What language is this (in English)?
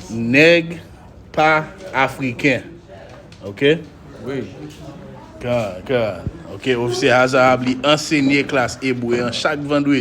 Haitian Creole